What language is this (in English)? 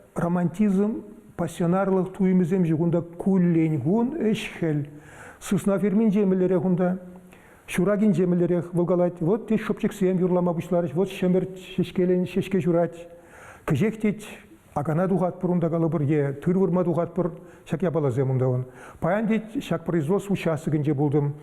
Chuvash